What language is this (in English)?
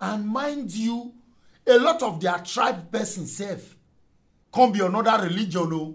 Nigerian Pidgin